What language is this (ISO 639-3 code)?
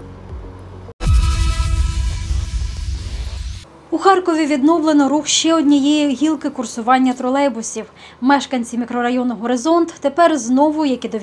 ukr